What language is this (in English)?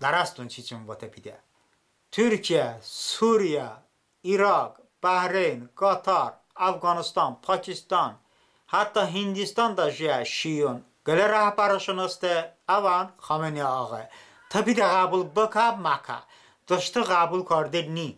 Talysh